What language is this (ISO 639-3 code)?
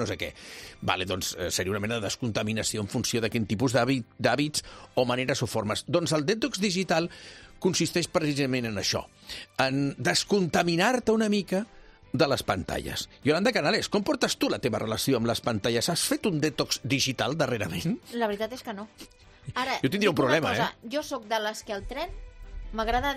cat